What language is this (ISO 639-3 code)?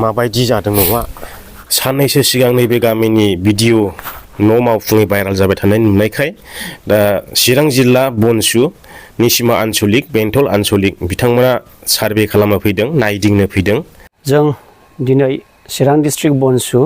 brx